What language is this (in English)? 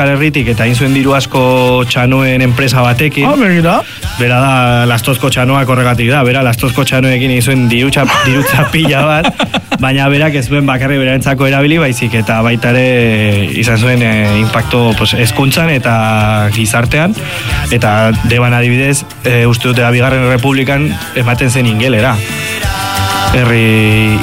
Basque